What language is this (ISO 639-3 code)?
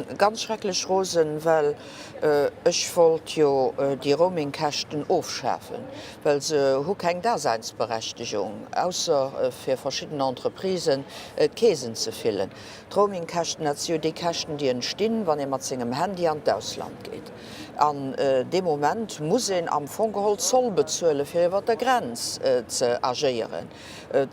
ltz